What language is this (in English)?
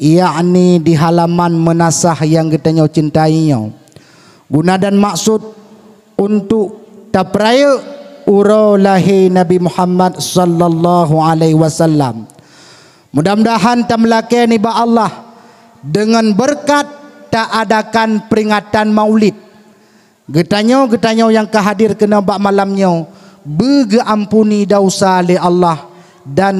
Achinese